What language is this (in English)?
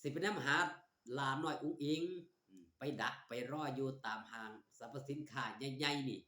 Northeastern Thai